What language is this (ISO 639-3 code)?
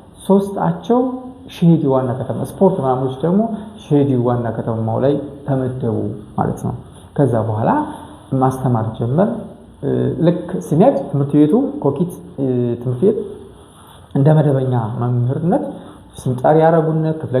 amh